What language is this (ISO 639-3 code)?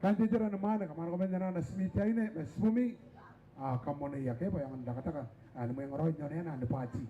gil